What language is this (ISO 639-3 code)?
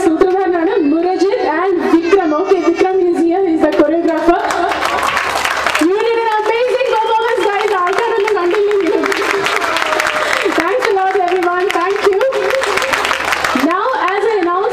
mal